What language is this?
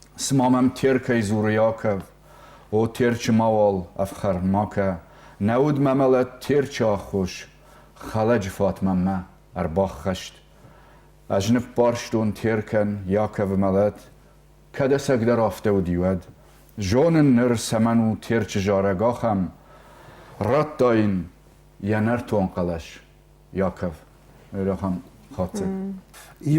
Ossetic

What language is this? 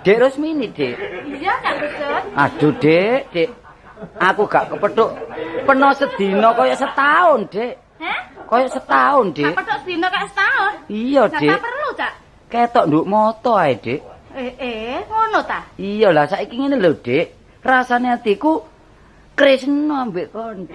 Javanese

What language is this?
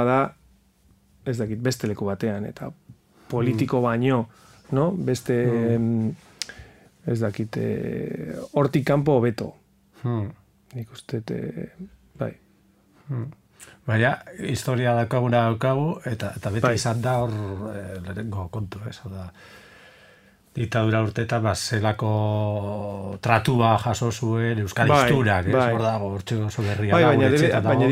Basque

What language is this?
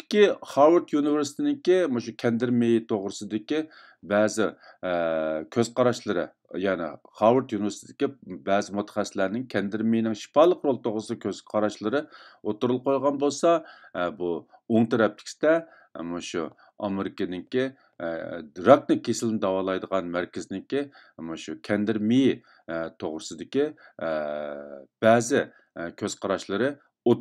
Uyghur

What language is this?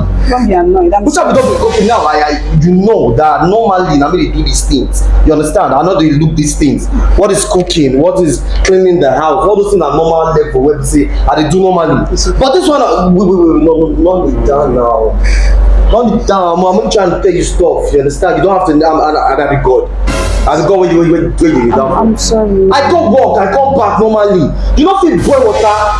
Nigerian Pidgin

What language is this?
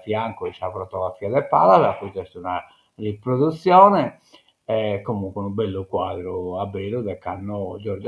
Sardinian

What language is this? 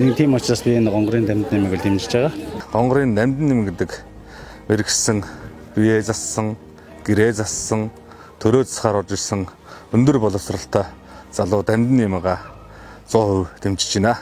Mongolian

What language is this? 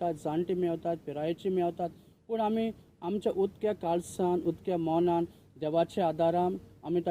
Konkani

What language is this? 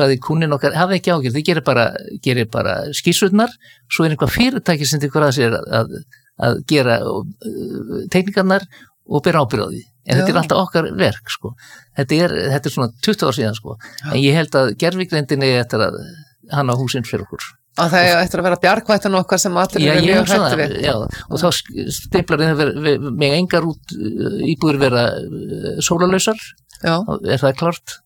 Icelandic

